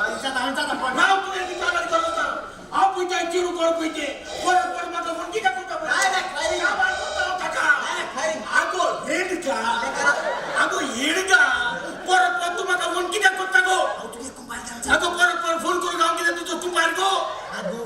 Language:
Konkani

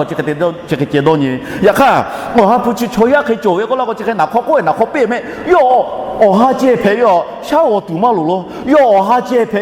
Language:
Lahu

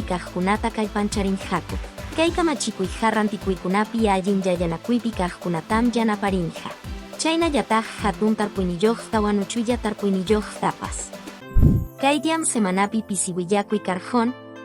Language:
Quechua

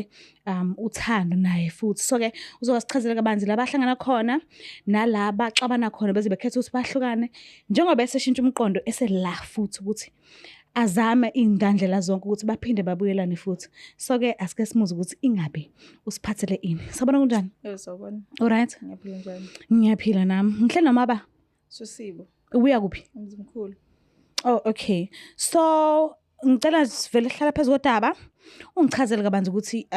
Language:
Zulu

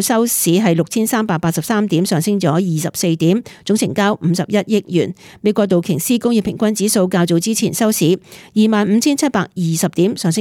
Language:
Cantonese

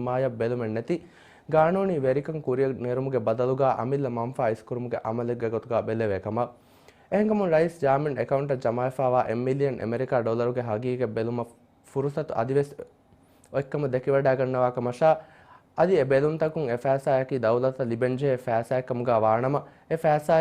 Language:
Divehi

